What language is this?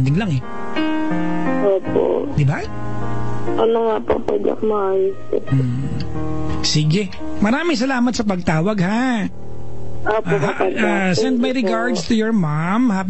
Filipino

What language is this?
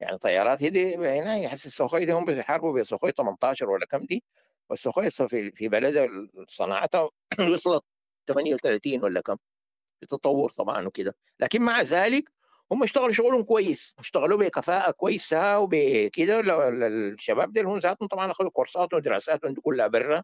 Sudanese Arabic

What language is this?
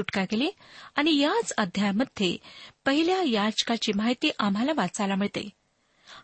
Marathi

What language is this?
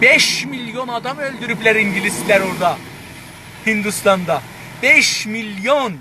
South Azerbaijani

